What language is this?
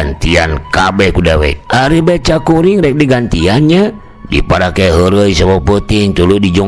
Sundanese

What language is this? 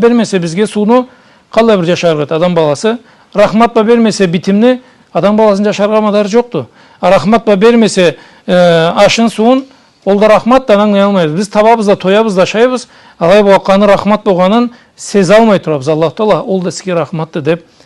Karachay-Balkar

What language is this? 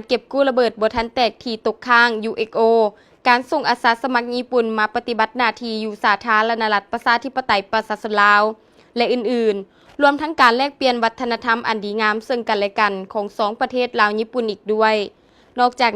Lao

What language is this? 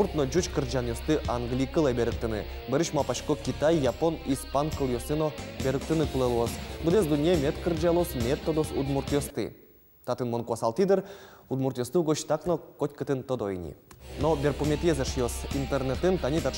Udmurt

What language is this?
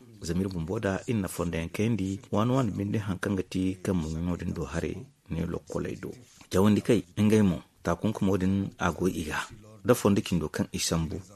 Zarma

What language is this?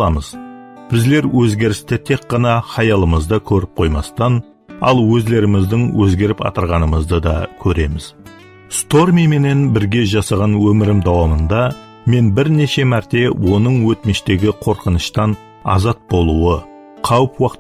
Kara-Kalpak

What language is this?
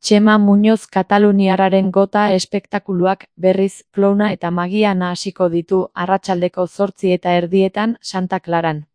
Basque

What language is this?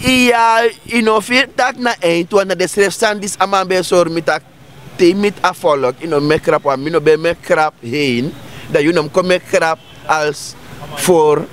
Sranan Tongo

